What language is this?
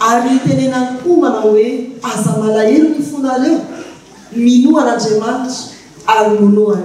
Malagasy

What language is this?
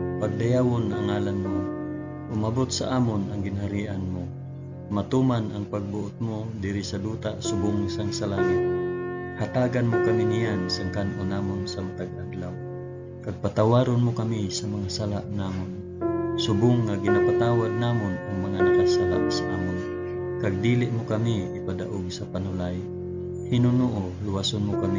Hiligaynon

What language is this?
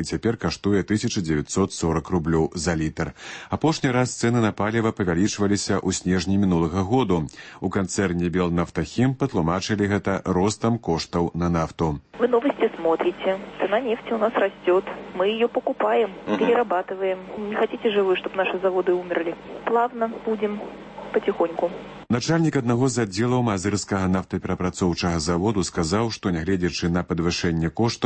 Belarusian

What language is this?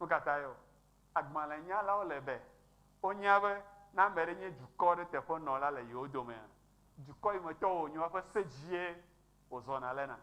Ewe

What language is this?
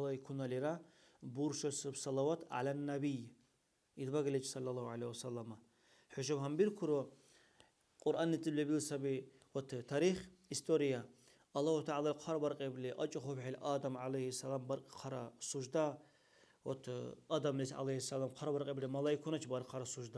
Dargwa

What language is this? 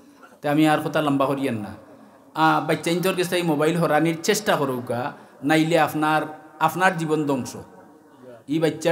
Sylheti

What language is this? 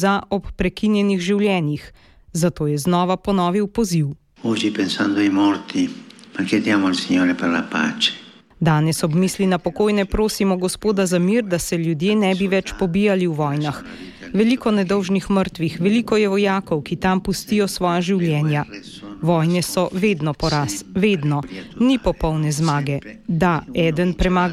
Slovenian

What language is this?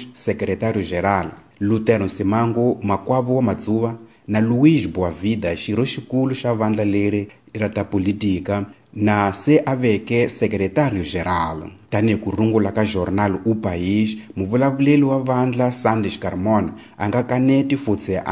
Tsonga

